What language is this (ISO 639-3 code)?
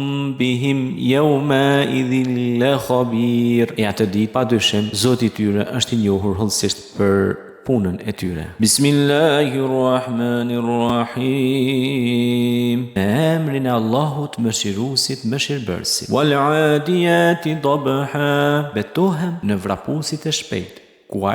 sqi